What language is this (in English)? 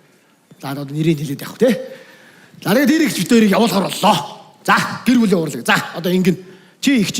Mongolian